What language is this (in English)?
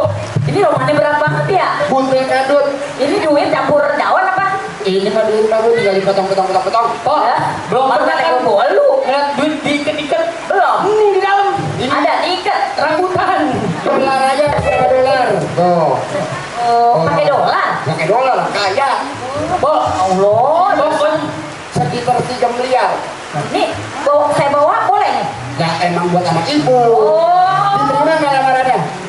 Betawi